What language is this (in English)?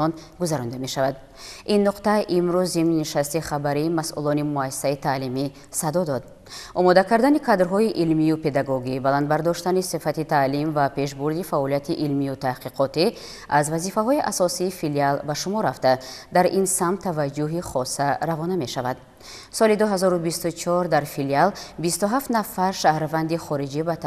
Tajik